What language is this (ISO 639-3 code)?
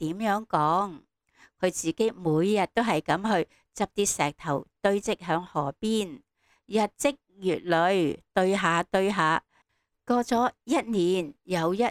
yue